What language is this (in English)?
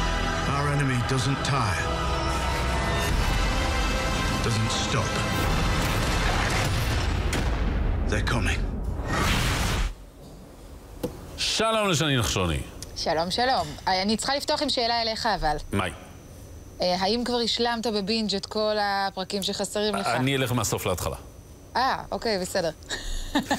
Hebrew